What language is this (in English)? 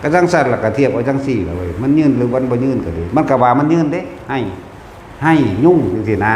Northeastern Thai